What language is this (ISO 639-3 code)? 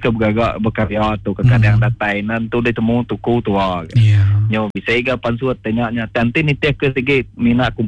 iba